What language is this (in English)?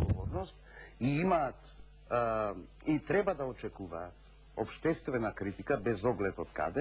Macedonian